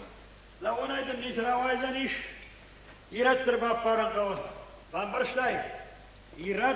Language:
Ossetic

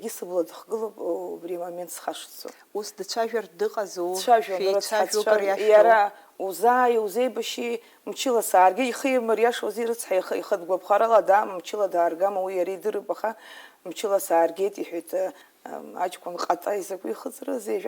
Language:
Abkhazian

